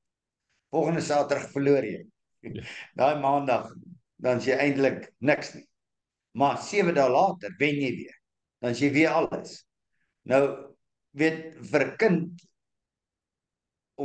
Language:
Afrikaans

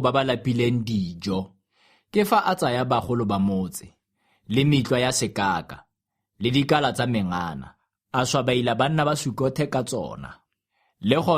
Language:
Tswana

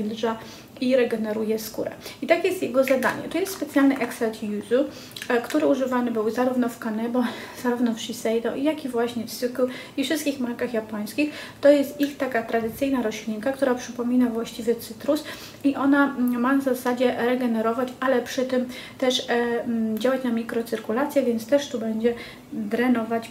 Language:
Polish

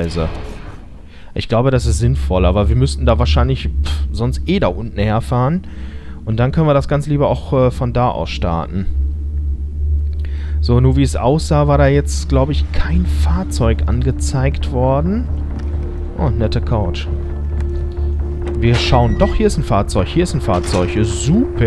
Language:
German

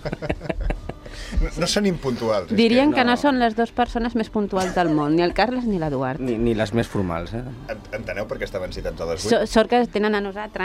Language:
Catalan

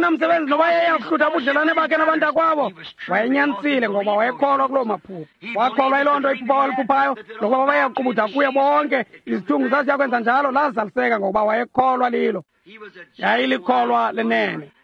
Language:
Xhosa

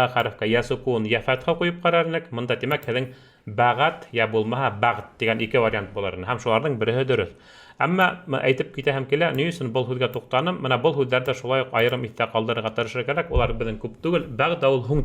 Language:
Bashkir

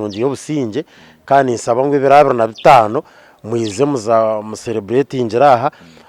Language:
Nyankole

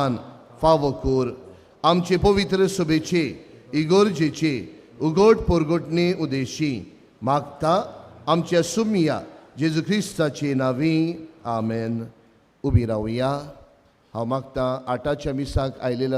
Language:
Konkani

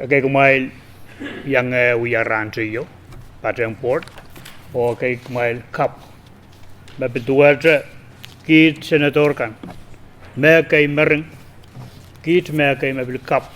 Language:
Pohnpeian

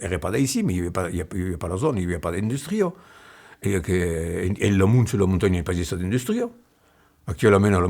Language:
Occitan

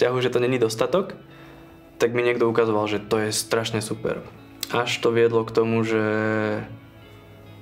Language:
Slovak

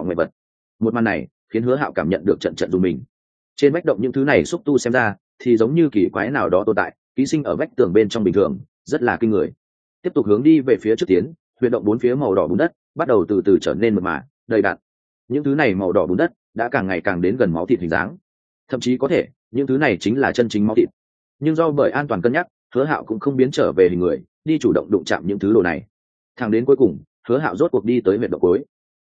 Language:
Vietnamese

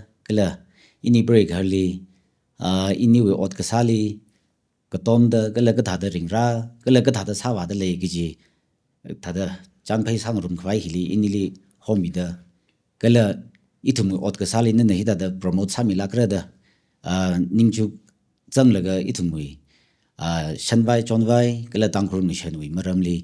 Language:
Tangkhul Naga (India)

